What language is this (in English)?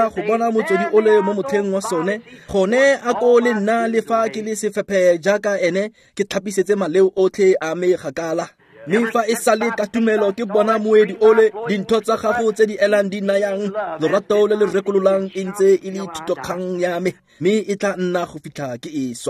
Tswana